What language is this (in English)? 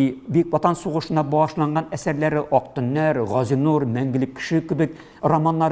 Tatar